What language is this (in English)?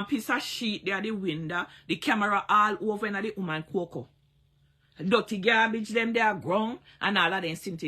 Jamaican Creole English